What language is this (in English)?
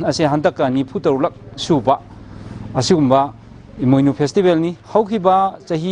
Manipuri